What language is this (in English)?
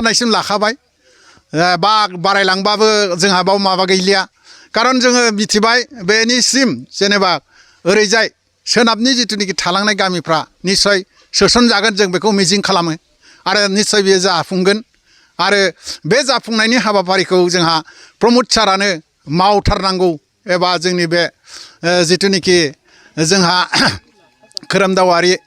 Bodo